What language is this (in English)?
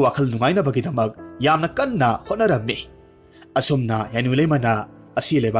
Manipuri